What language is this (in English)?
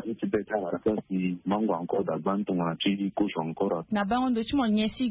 Sango